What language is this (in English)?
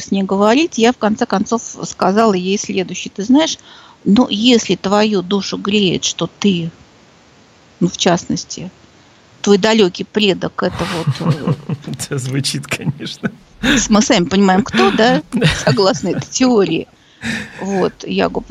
Russian